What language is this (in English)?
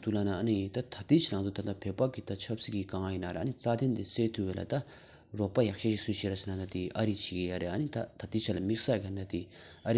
Tibetan